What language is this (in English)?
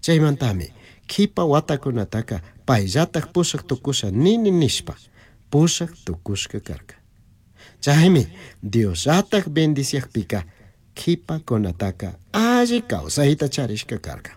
Chimborazo Highland Quichua